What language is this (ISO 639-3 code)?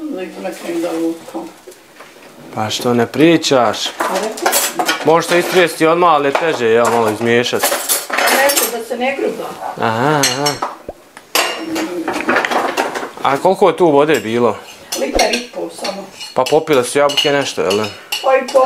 bos